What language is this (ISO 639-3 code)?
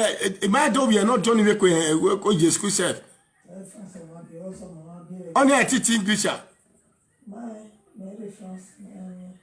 pcm